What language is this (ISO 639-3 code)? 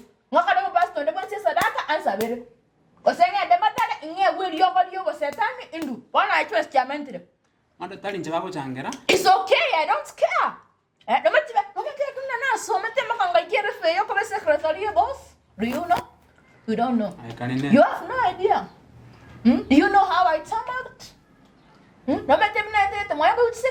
guz